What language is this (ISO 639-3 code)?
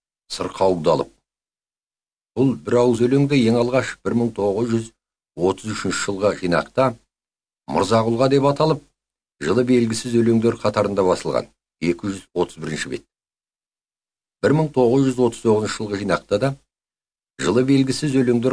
kaz